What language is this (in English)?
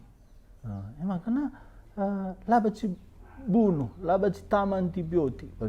Batak Karo